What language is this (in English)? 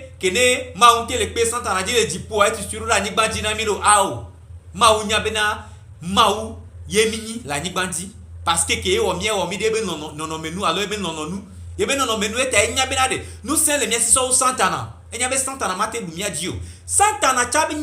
Gen